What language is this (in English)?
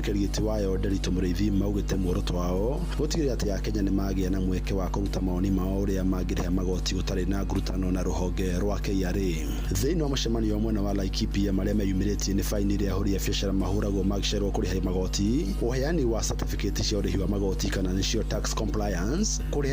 Kikuyu